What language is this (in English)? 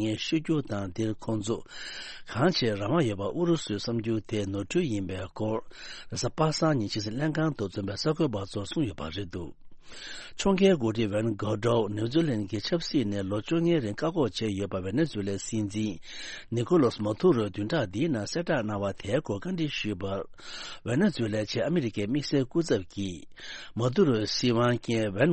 Tibetan